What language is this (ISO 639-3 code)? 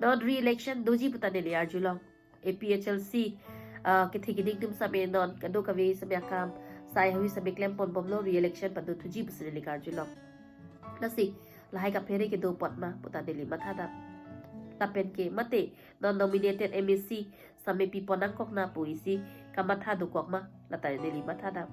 mjw